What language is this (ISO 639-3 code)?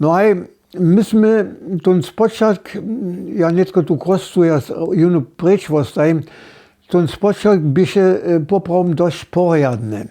hsb